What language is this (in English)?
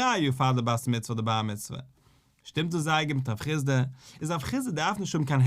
Yiddish